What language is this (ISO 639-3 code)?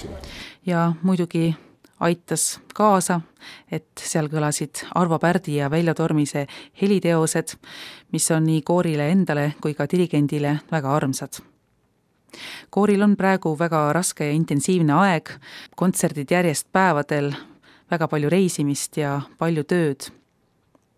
est